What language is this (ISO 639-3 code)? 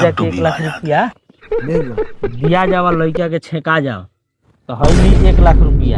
bho